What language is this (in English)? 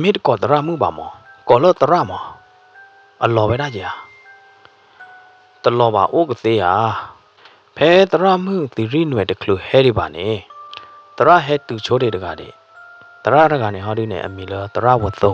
S'gaw Karen